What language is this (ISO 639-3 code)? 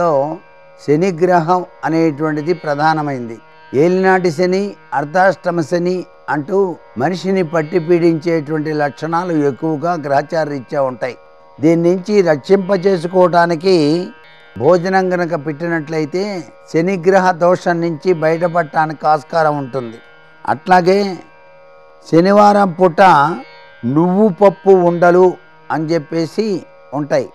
tel